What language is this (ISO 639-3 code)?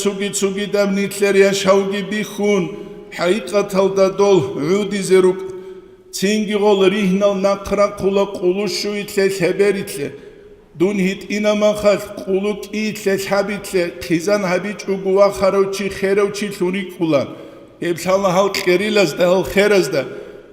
ava